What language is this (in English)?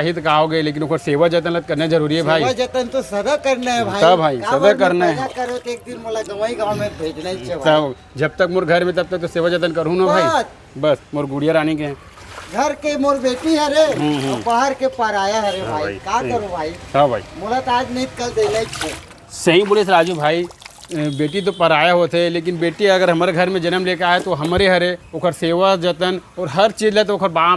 Chhattisgarhi